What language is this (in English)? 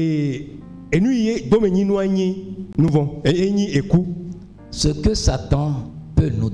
Ewe